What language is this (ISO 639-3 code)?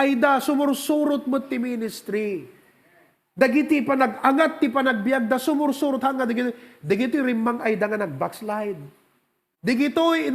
ilo